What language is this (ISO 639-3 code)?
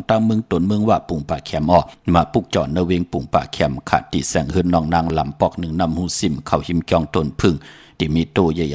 shn